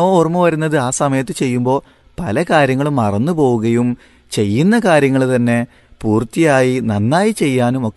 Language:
Malayalam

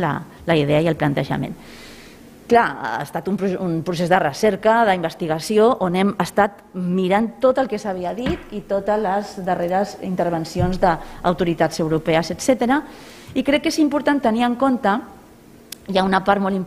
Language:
Catalan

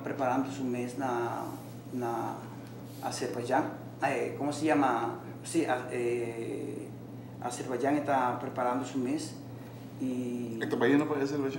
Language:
Papiamento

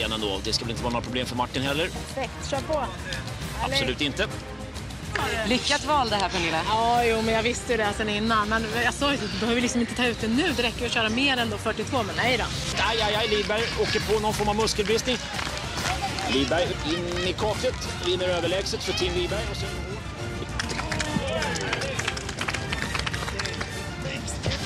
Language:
Swedish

